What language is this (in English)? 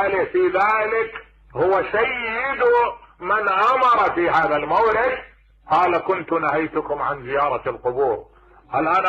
Mesopotamian Arabic